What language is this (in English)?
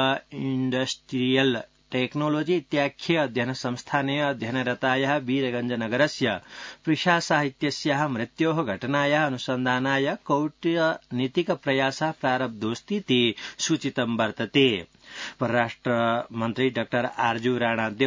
Sanskrit